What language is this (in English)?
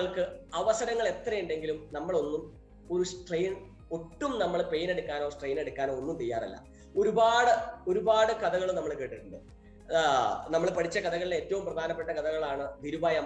Malayalam